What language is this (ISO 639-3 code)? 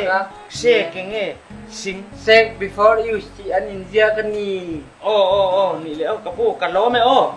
ctd